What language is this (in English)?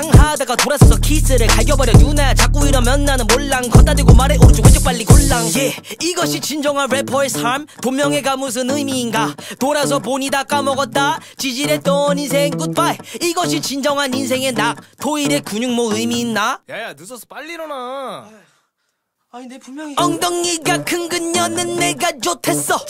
Korean